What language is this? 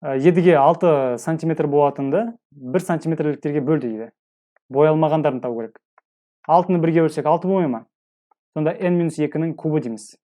Kazakh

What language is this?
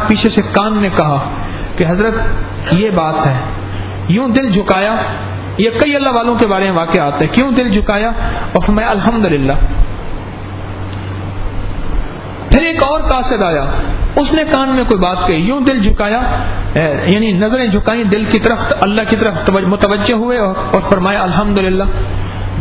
Urdu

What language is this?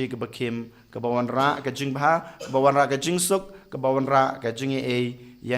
Khasi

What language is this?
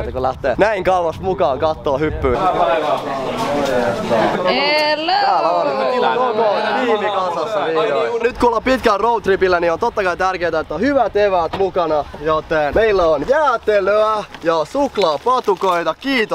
Finnish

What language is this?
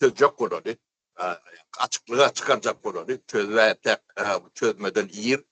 Turkmen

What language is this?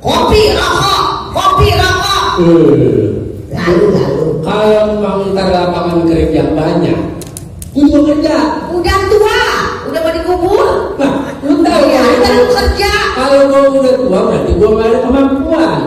Betawi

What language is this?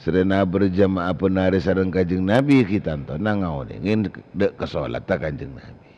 Madurese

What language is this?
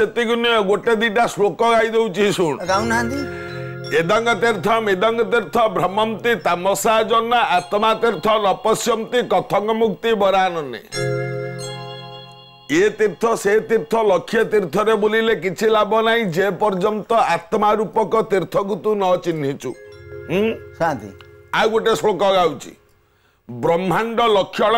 Odia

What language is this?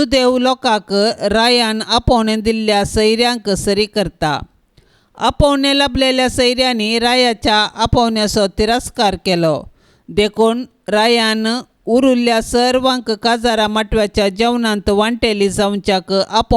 Konkani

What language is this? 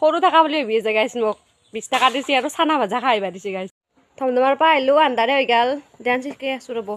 Assamese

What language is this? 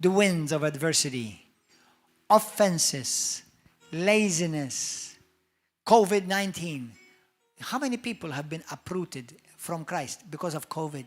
English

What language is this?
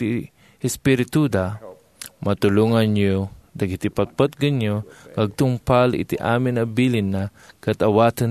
Iloko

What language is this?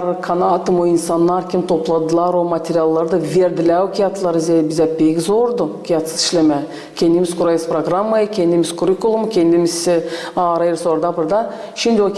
Gagauz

